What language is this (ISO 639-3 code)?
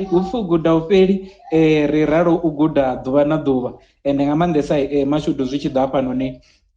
ven